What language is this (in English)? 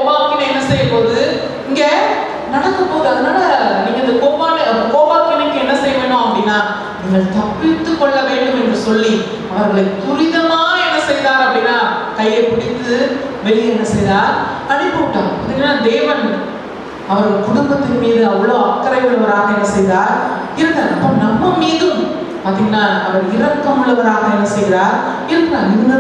Tamil